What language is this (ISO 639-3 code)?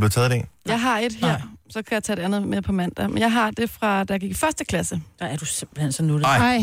dan